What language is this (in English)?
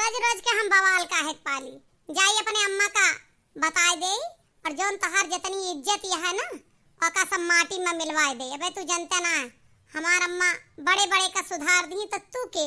Awadhi